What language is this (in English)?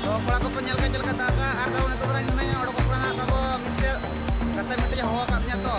Santali